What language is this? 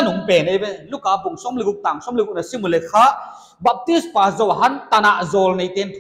Paite Chin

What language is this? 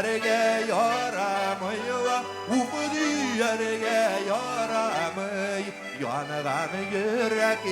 Bashkir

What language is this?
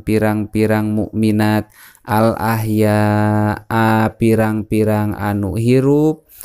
Sundanese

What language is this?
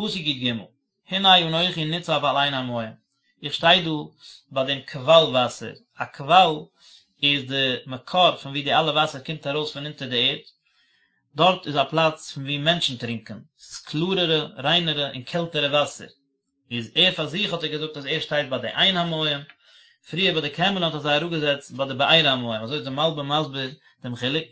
Yiddish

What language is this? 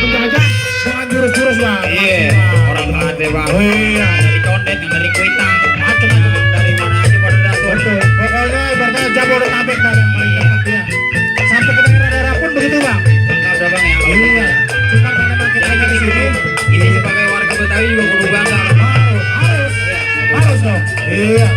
Betawi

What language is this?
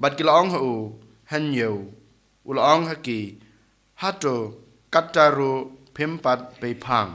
Khasi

